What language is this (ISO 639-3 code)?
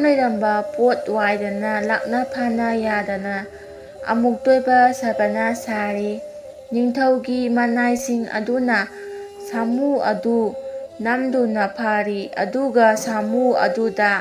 mni